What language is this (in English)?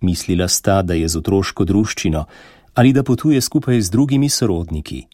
Slovenian